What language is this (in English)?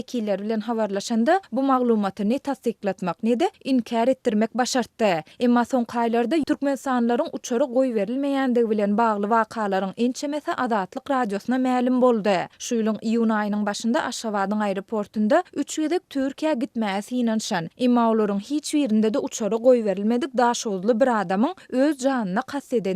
Turkmen